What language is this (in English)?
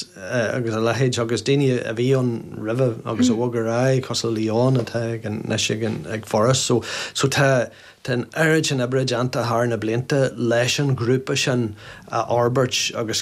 Irish